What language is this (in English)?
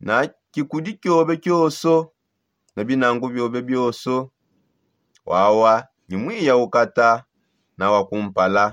Songe